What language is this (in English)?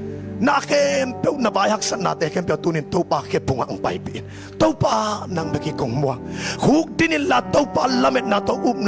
Tedim Chin